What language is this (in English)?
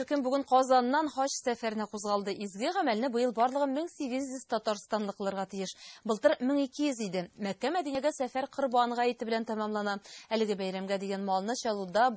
Tatar